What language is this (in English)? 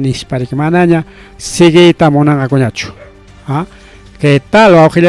Ayacucho Quechua